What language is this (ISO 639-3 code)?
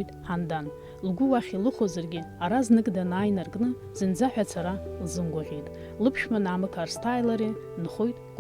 abk